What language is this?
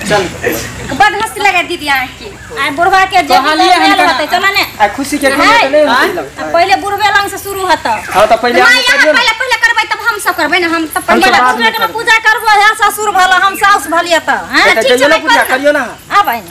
Maithili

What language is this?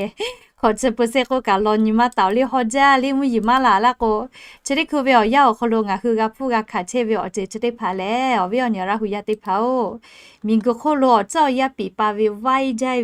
Lahu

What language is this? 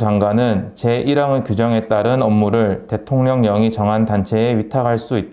Korean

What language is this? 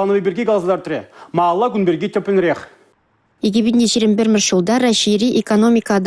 Chuvash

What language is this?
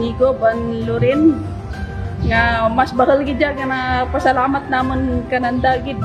Kinaray-a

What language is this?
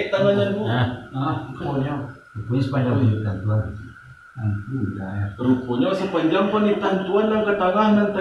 Minangkabau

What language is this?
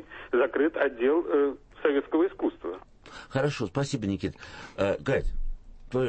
Russian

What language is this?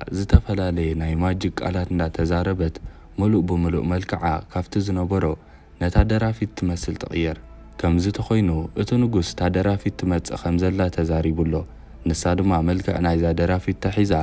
Tigrinya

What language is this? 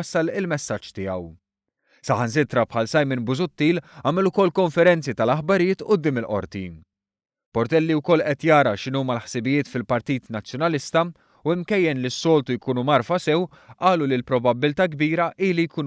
Maltese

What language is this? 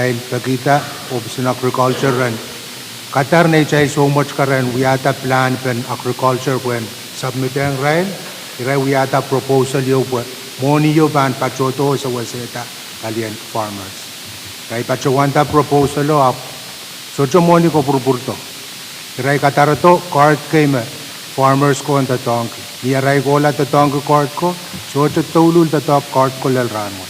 Pohnpeian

